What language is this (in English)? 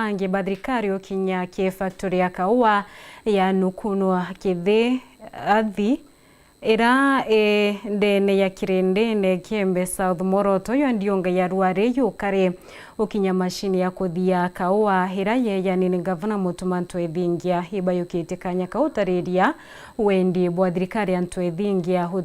Meru